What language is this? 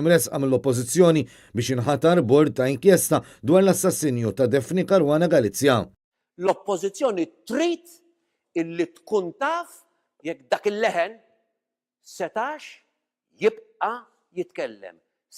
Maltese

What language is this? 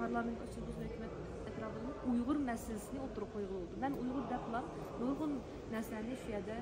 Uyghur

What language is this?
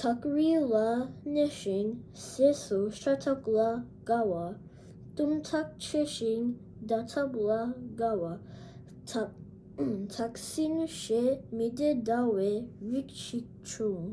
Tibetan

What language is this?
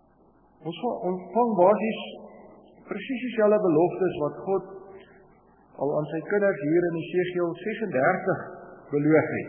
Afrikaans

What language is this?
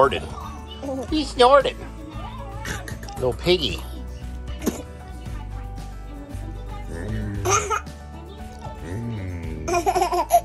English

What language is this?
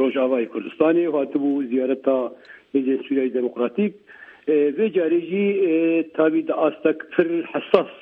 Kurdish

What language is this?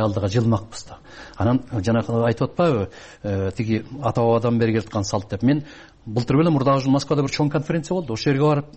Kyrgyz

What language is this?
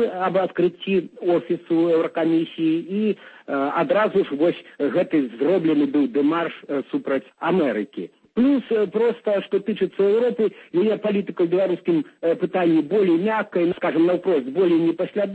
Belarusian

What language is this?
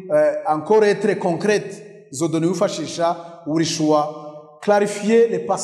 Kinyarwanda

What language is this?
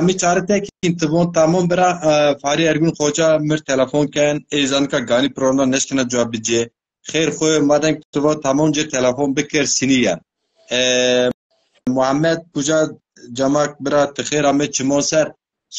Zaza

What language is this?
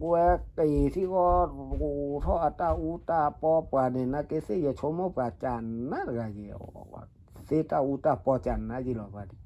S'gaw Karen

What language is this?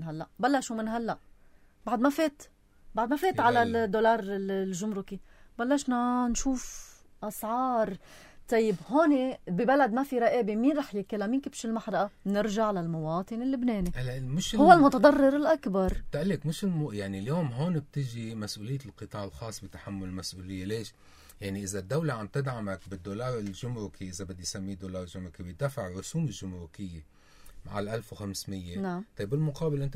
North Levantine Arabic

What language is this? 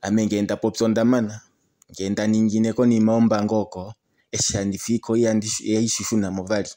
Kuanyama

